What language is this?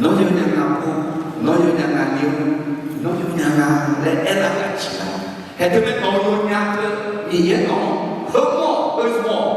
Akha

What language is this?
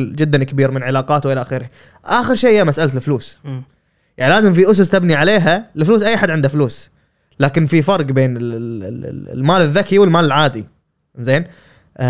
Gulf Arabic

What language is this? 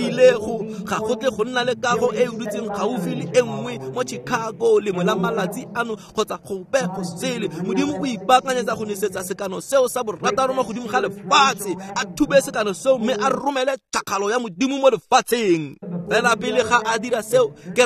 Tswana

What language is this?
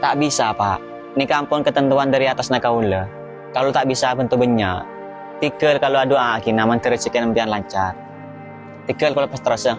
Madurese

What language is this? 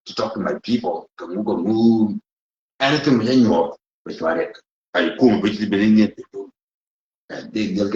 Nuer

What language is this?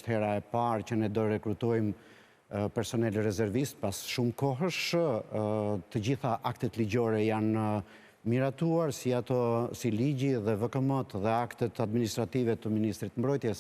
Albanian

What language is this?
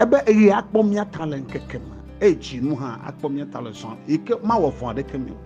Ewe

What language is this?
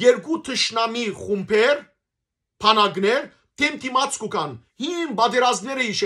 Western Armenian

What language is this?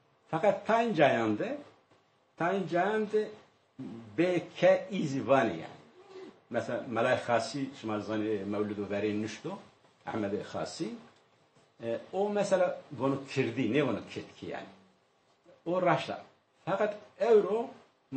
Zaza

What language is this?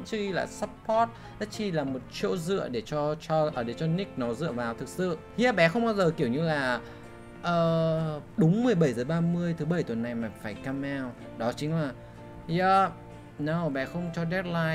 Vietnamese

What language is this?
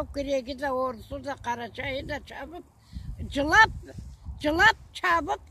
Karachay-Balkar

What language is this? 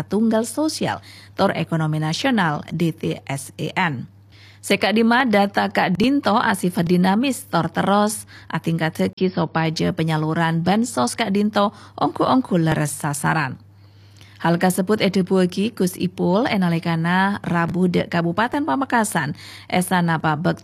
Madurese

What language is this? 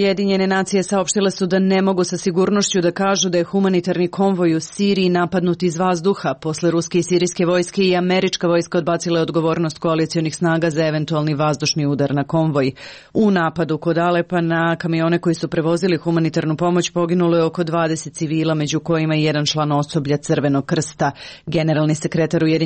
Serbian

